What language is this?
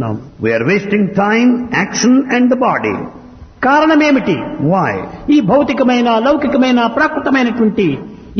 Telugu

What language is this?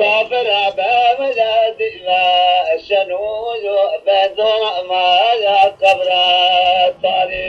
Zaza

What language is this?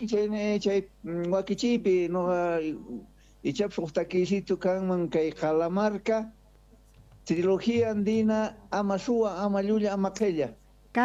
South Bolivian Quechua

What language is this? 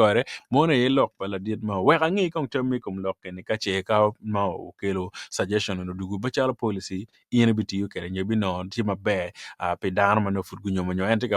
Acoli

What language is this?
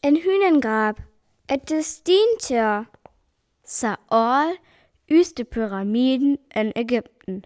Northern Frisian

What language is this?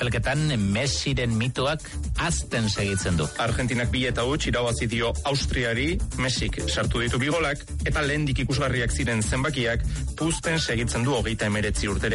Basque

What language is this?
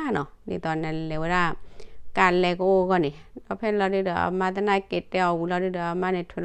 S'gaw Karen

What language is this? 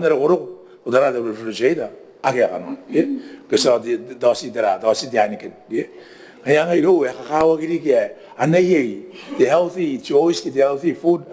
Gilbertese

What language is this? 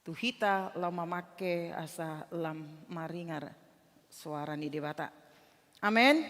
Batak Toba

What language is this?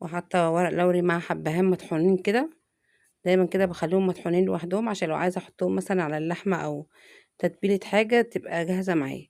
Egyptian Arabic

